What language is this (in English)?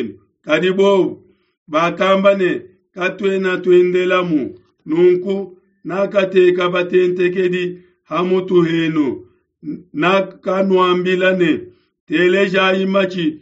Luba-Lulua